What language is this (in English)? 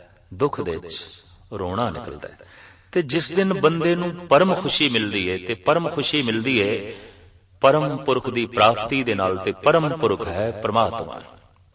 Punjabi